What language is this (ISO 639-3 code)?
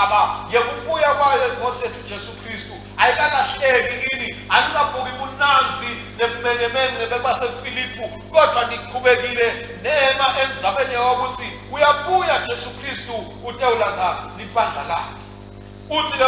ssw